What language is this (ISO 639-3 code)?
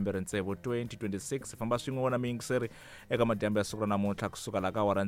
tso